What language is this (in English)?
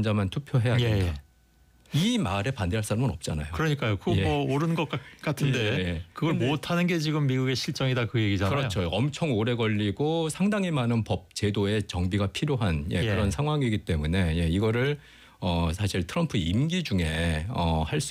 Korean